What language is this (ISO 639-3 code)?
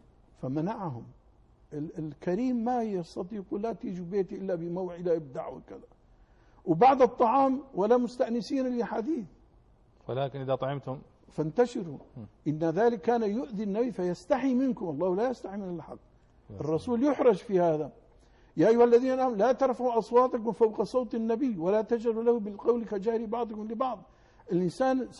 ara